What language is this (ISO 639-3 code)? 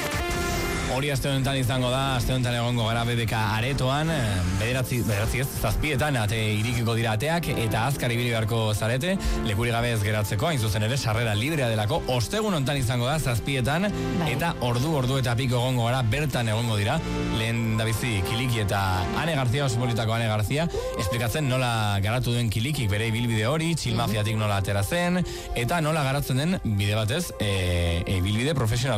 eus